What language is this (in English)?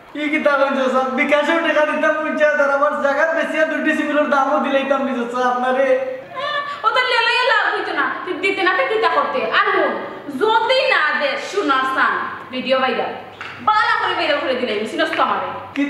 Sylheti